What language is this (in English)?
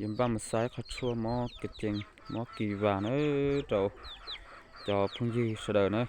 Hmong